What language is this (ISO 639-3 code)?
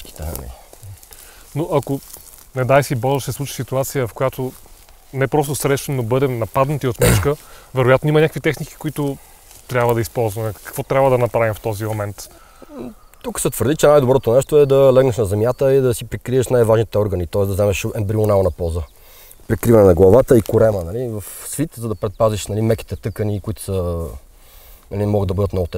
bul